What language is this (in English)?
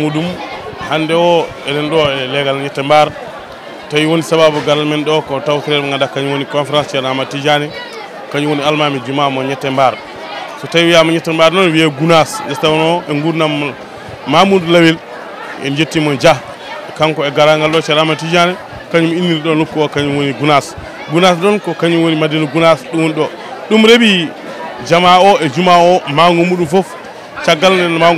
Fula